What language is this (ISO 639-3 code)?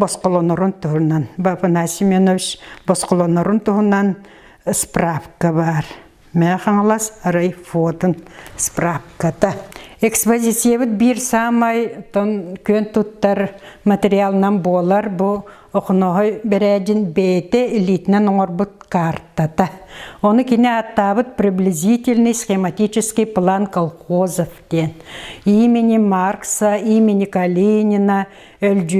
sah